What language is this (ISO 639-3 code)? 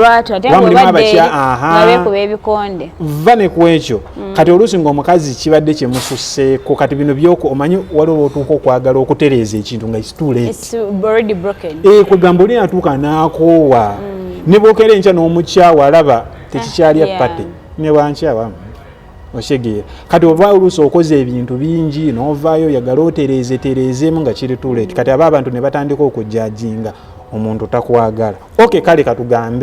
lug